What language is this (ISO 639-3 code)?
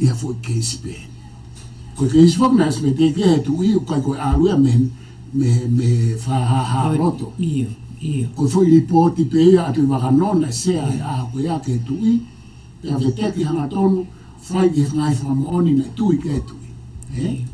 ton